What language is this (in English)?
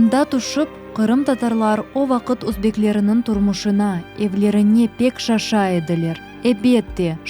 Crimean Tatar